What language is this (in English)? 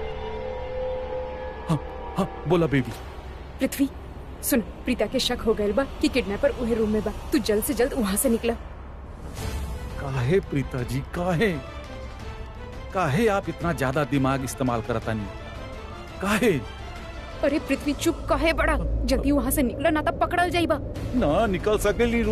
Bhojpuri